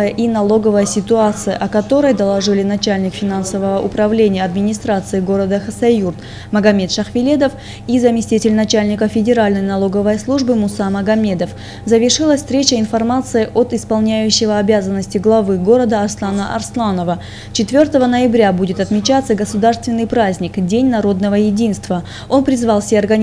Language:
Russian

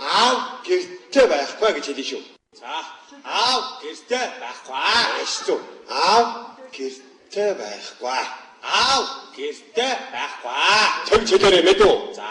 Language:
Mongolian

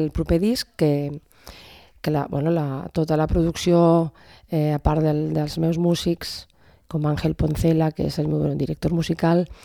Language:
Catalan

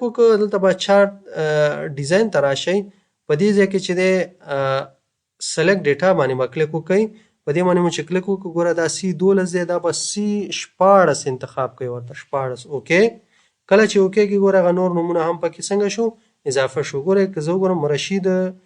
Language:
Pashto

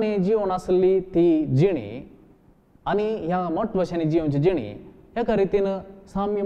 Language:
Konkani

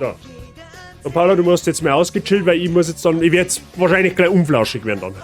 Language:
Bavarian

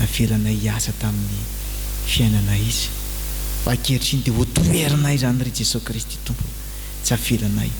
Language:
Malagasy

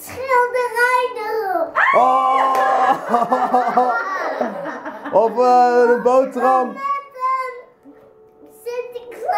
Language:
Dutch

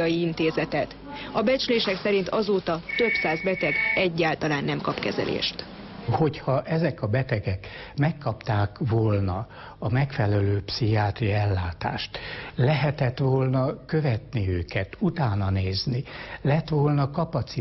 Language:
Hungarian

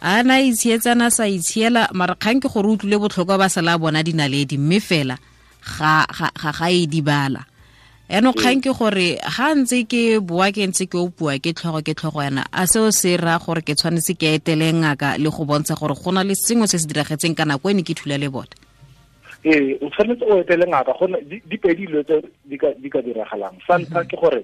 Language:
Tswana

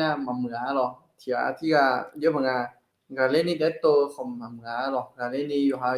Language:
Akha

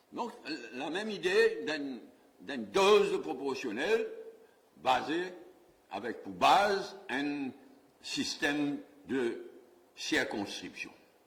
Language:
Morisyen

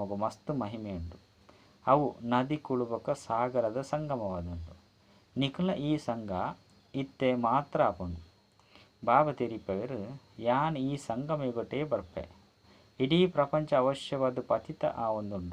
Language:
Tulu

